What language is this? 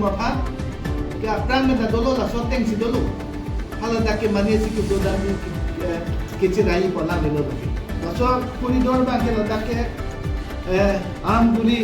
Karbi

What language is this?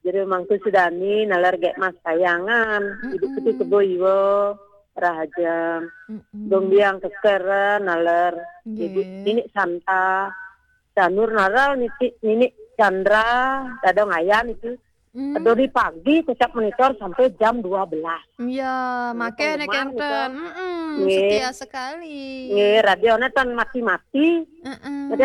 Balinese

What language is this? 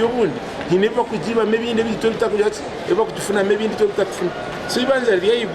Nyankole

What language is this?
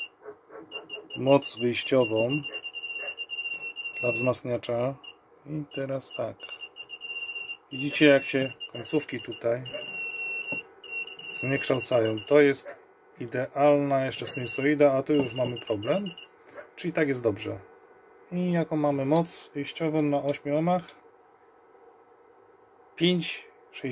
Polish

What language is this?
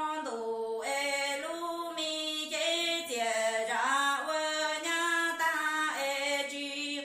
Hmong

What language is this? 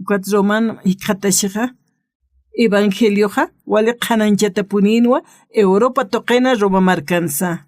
Aymara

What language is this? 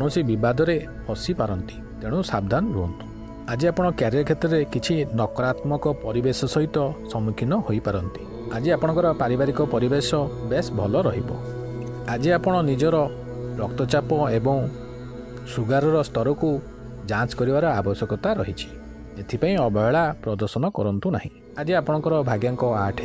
Odia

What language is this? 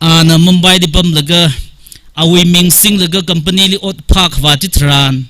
Tangkhul Naga (India)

